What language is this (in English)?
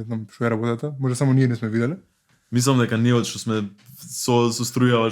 Macedonian